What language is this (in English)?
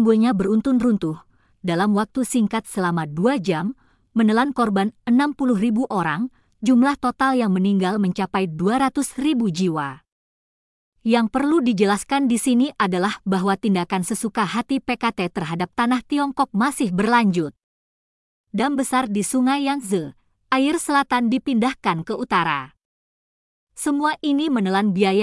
Indonesian